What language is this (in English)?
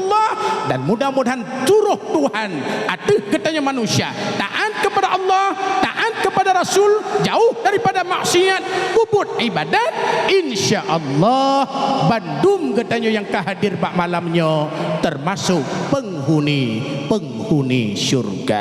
Achinese